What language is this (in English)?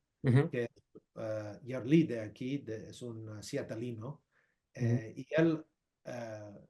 Ladino